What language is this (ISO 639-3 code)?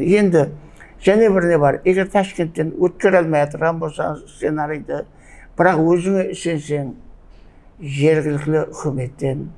kaa